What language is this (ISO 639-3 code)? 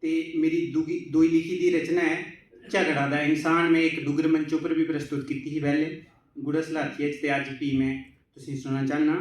doi